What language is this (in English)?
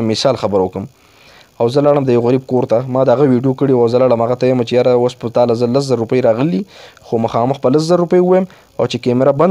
Pashto